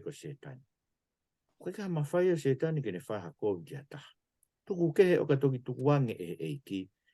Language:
Tongan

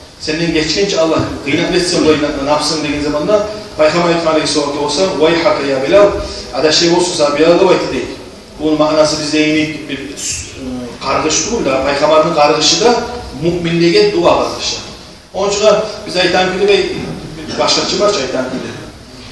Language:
Kumyk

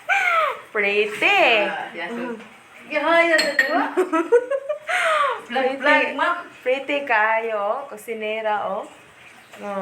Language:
Cebuano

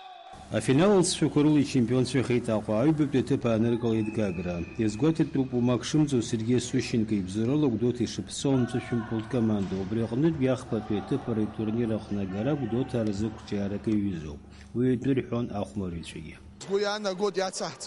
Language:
Abkhazian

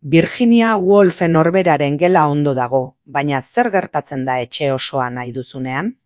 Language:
Basque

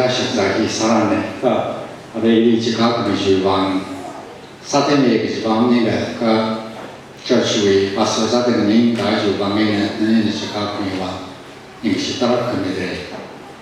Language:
Tangkhul Naga (India)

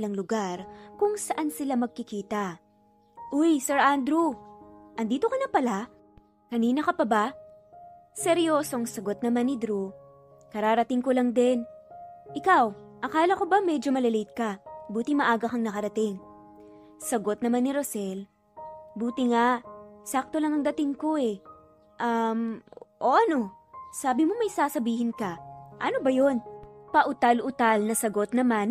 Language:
Filipino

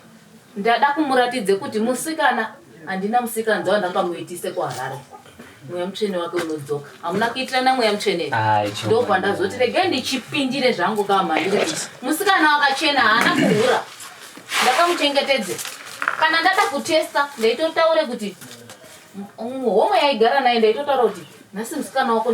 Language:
Shona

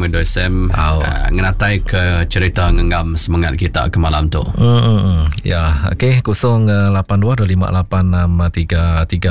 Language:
Iban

